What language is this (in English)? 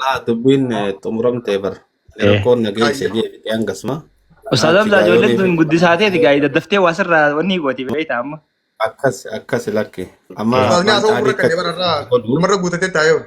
Oromo